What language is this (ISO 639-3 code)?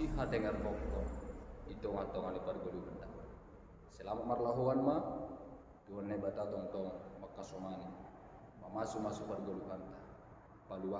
bts